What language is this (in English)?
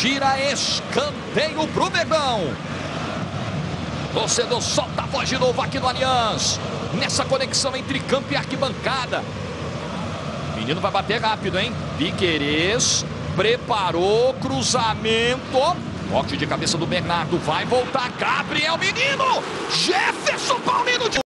Portuguese